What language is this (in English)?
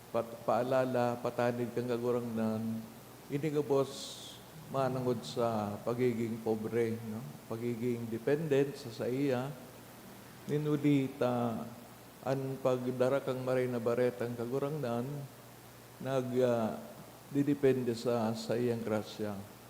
Bikol